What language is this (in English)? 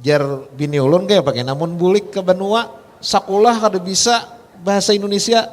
Banjar